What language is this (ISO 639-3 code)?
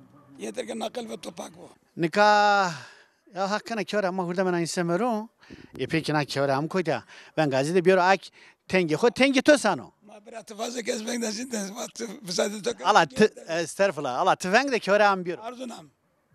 zza